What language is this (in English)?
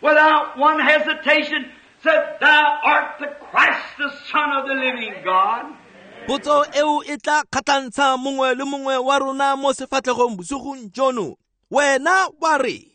Tswana